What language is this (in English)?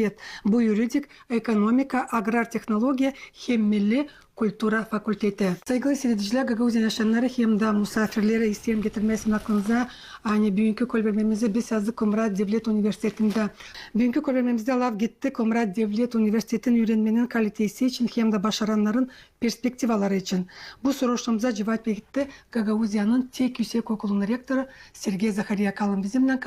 Gagauz